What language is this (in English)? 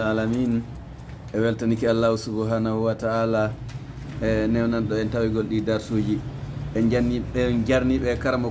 Fula